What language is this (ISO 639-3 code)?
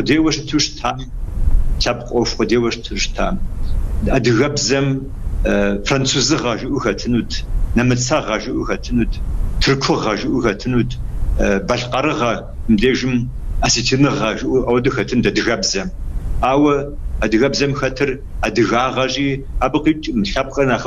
kbd